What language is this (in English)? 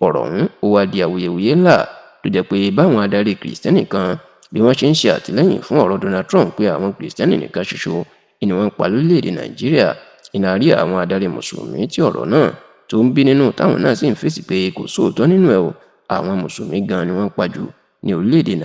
Yoruba